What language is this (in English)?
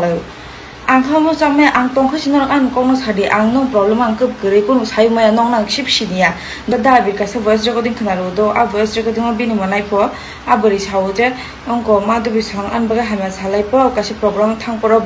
Kok Borok